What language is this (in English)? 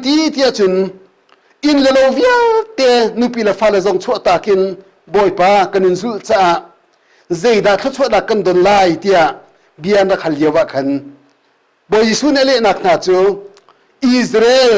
Hakha Chin